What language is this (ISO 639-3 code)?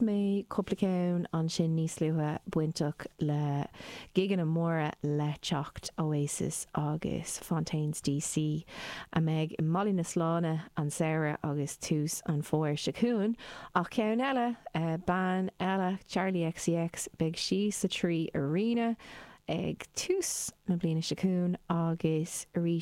gle